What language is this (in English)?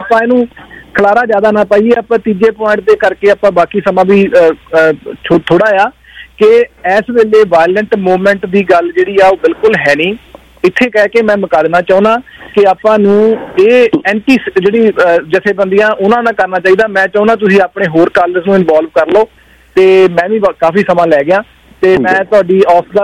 Punjabi